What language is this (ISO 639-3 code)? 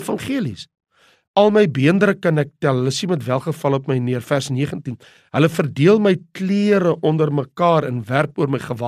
afr